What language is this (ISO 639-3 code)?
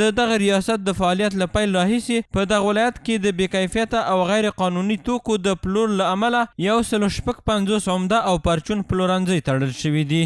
pus